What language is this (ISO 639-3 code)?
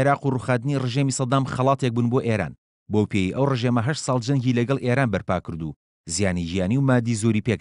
ckb